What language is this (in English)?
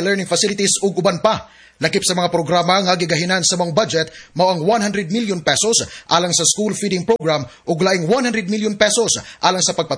Cebuano